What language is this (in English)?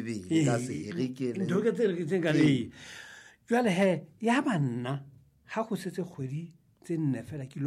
Southern Sotho